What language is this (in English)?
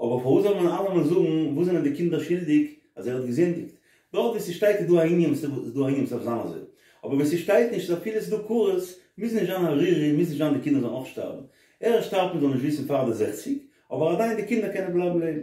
Yiddish